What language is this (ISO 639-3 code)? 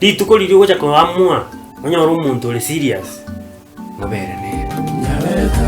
guz